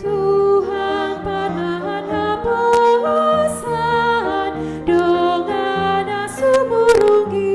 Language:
Batak Toba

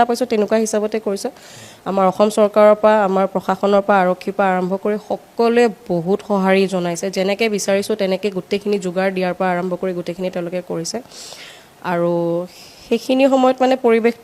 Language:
Assamese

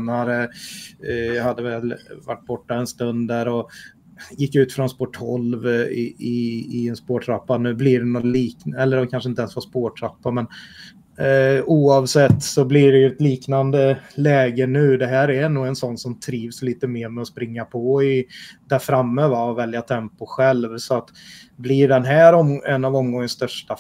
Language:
Swedish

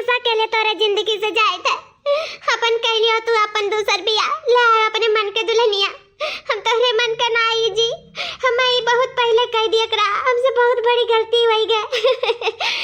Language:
Awadhi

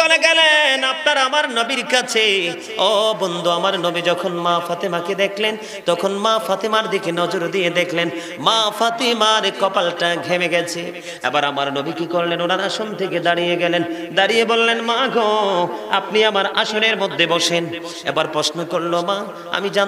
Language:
Bangla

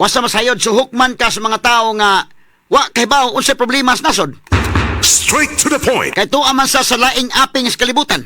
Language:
Cebuano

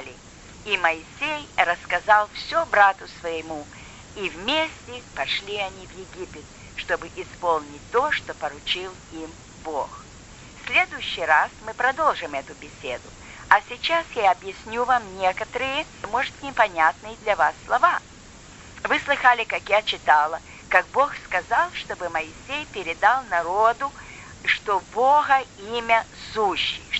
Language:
Russian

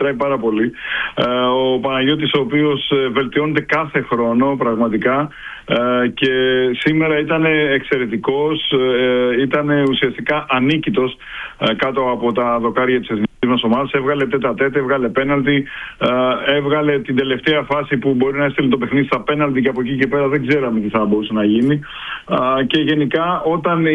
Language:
Greek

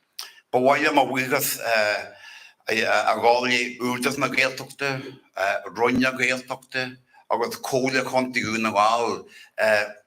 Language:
Irish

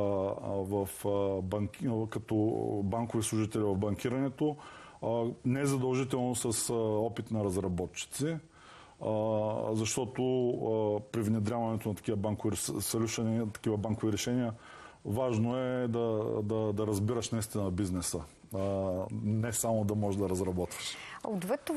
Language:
Bulgarian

